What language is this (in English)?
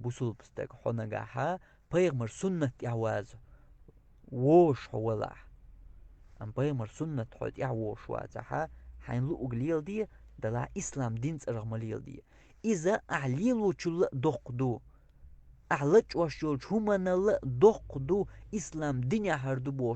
Chechen